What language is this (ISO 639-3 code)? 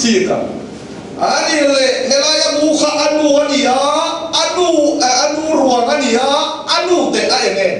lus